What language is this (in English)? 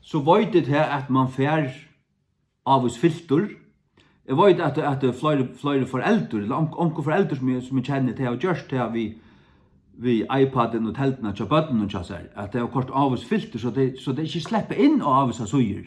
Faroese